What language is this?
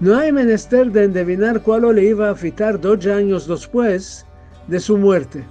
Ladino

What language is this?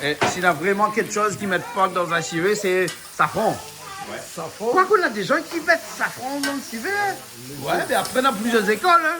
Réunion Creole French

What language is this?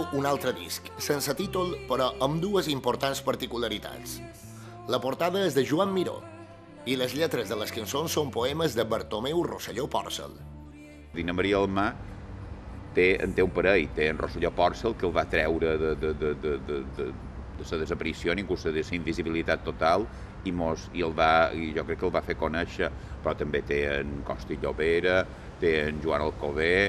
Catalan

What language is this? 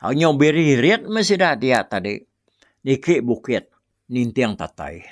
Iban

